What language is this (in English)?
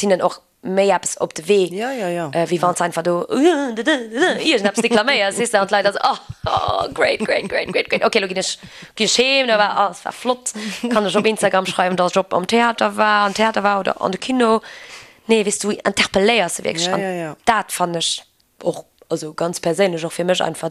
Luxembourgish